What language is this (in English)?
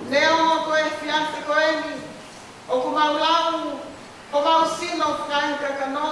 Tongan